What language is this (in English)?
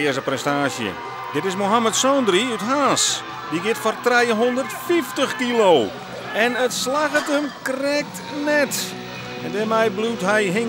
Western Frisian